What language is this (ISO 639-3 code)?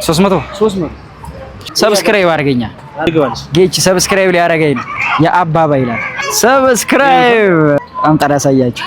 amh